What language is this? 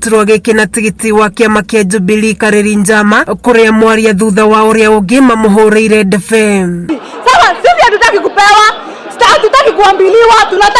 Kikuyu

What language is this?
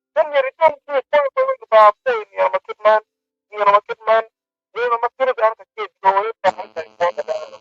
Acoli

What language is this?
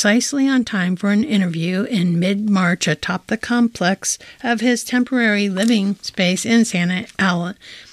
English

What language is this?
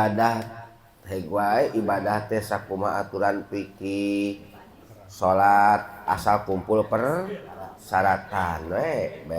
Sundanese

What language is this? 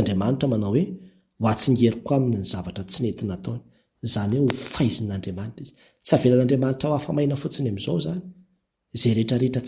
Malagasy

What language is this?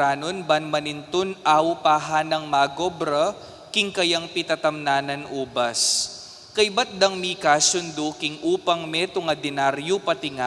Pampanga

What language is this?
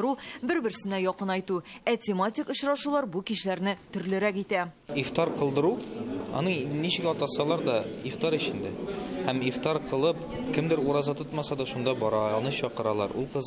Tatar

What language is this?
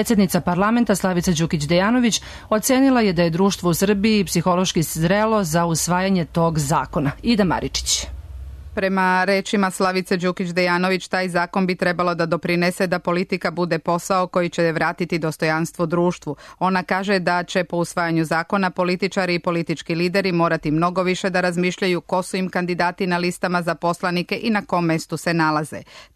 Serbian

